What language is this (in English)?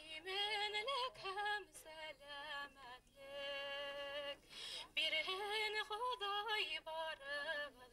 Bashkir